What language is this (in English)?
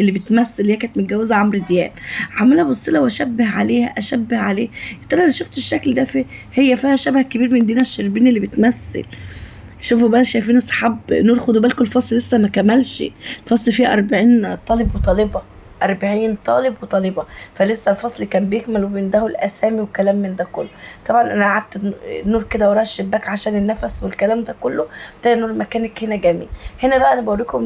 Egyptian Arabic